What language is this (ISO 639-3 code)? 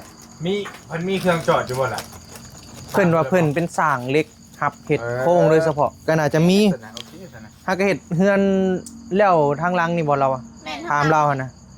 tts